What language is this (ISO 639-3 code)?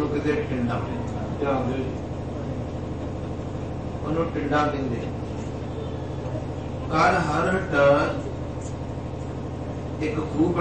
pan